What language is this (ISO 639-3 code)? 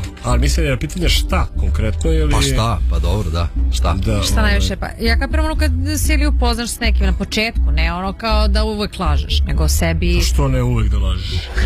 srp